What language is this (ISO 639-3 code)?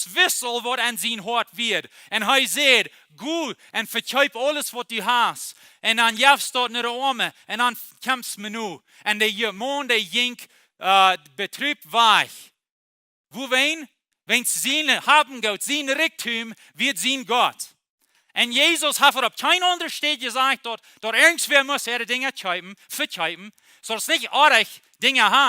pdt